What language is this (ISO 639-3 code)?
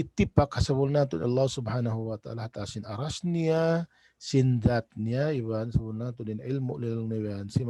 tsg